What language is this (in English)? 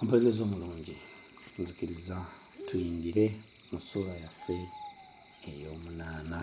Ganda